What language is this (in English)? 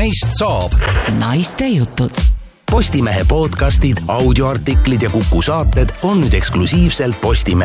Estonian